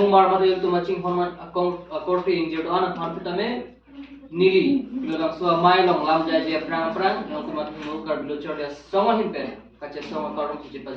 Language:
Karbi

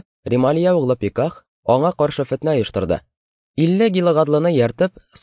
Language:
Tatar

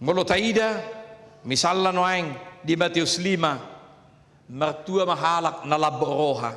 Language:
Batak Toba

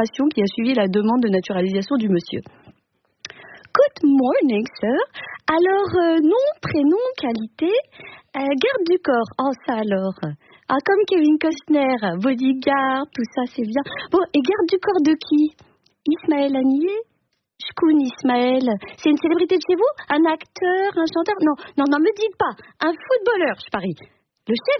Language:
French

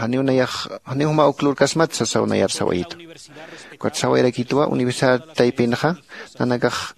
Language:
Aymara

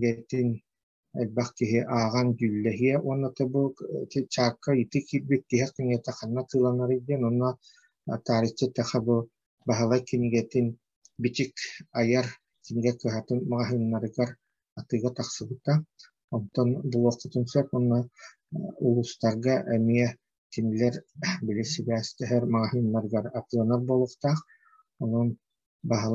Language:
Yakut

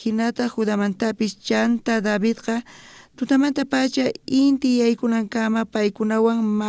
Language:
South Bolivian Quechua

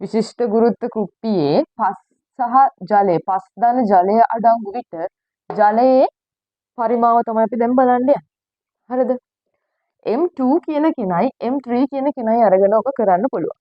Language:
Sinhala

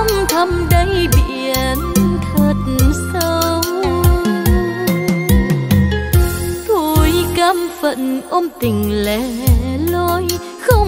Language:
Vietnamese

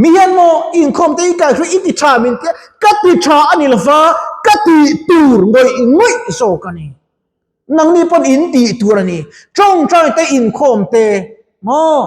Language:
Mizo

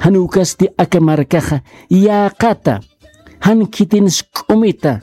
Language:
Aymara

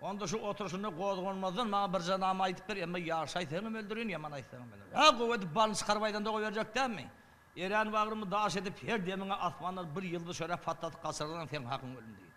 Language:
Turkmen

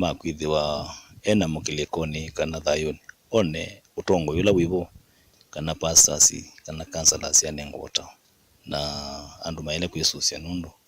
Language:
Kamba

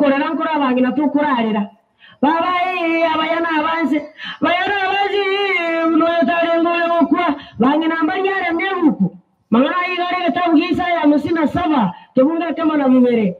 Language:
Gusii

